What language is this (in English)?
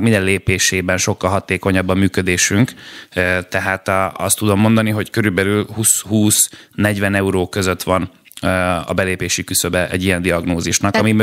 Hungarian